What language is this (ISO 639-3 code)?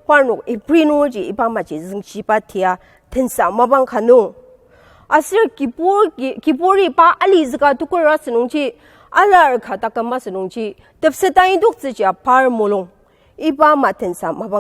njo